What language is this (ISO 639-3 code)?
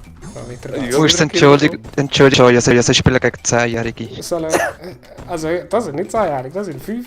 gsw